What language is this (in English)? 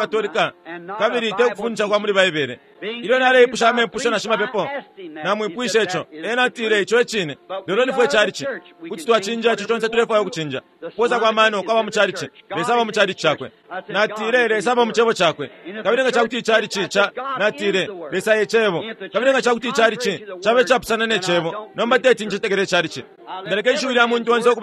Bemba